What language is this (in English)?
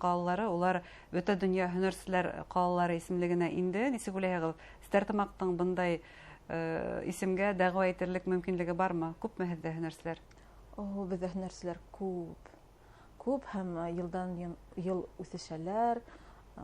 Bashkir